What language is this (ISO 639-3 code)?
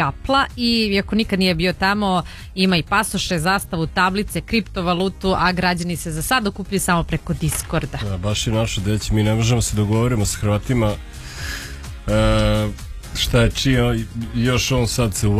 srp